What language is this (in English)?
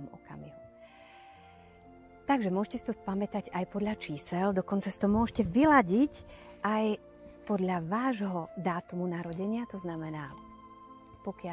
Slovak